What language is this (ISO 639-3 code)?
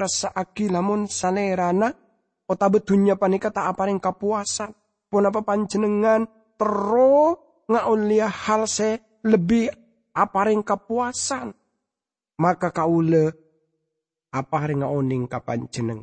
mad